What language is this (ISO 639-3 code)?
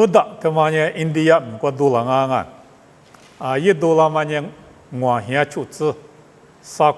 lis